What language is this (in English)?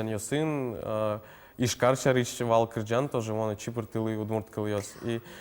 Udmurt